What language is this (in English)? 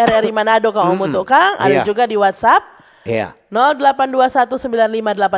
Manado Malay